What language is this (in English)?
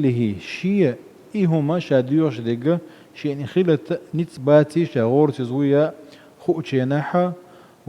Chechen